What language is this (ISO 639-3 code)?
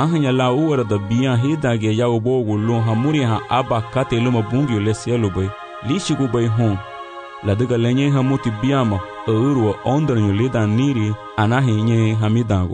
cab